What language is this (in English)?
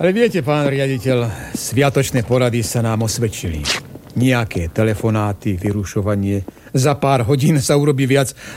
Slovak